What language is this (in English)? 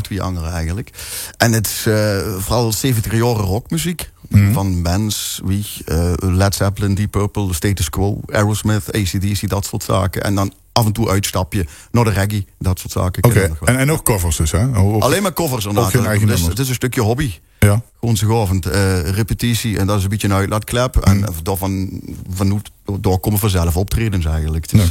Limburgish